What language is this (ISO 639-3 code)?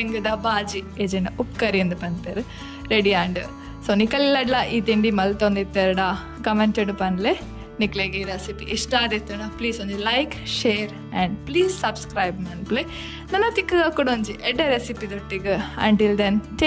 tcy